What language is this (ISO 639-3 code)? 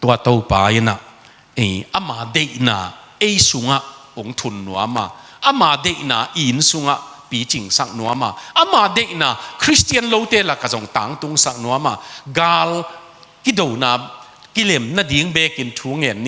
ctd